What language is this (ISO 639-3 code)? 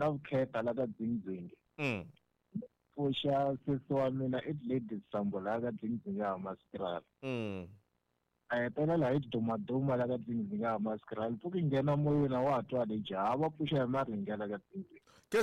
tso